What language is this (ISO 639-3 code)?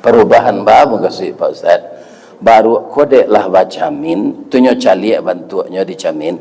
min